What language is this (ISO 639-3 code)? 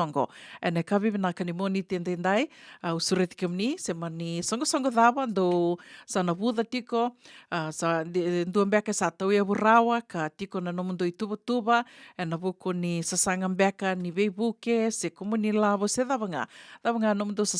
fij